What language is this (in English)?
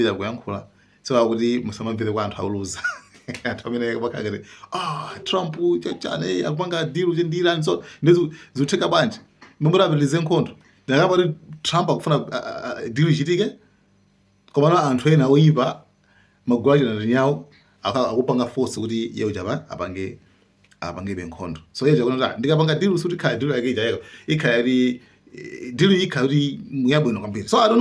Nyanja